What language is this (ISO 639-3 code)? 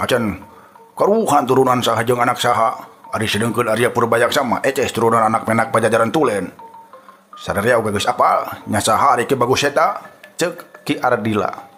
sun